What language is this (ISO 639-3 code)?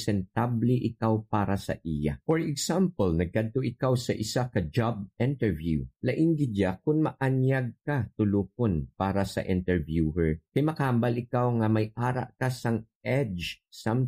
hil